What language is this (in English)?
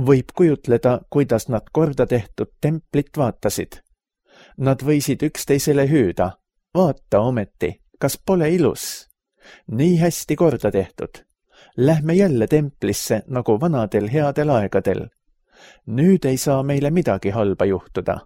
Estonian